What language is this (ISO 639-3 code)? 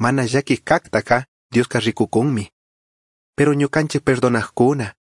qug